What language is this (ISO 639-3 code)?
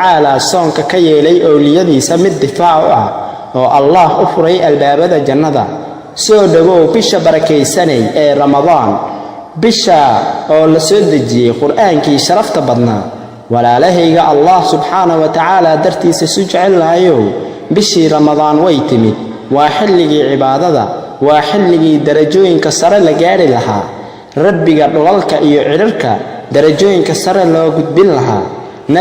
som